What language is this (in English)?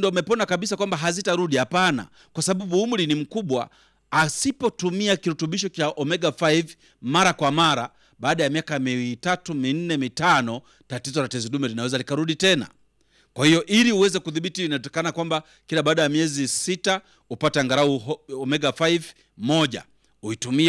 Swahili